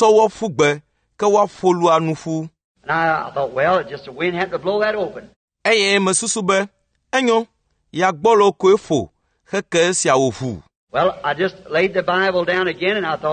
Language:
Ewe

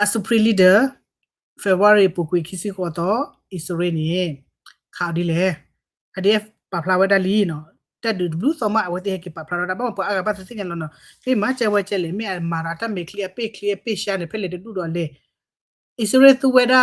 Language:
S'gaw Karen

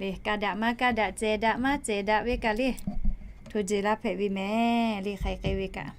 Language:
Lahu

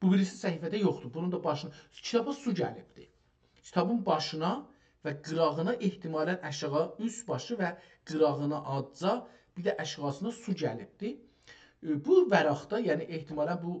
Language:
South Azerbaijani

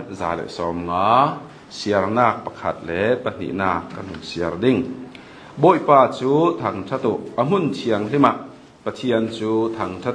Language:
Hakha Chin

